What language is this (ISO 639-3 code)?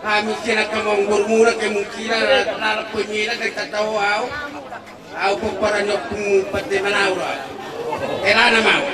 bbc